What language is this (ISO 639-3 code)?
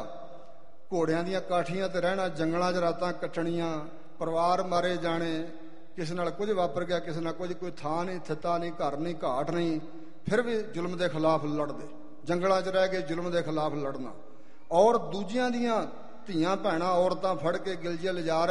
pan